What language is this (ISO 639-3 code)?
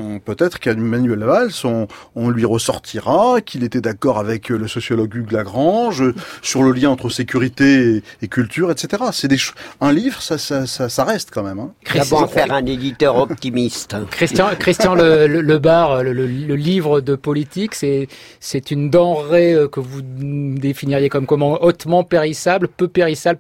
fra